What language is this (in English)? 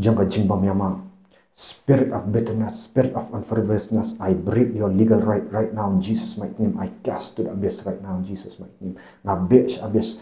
Khasi